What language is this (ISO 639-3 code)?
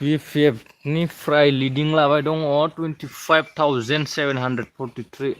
brx